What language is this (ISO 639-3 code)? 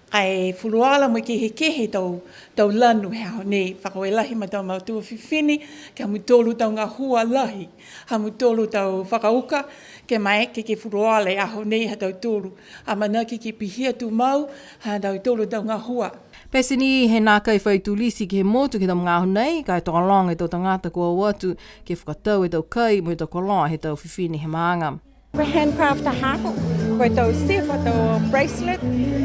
niu